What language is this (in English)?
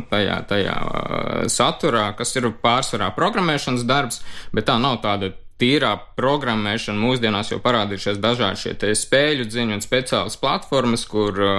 Latvian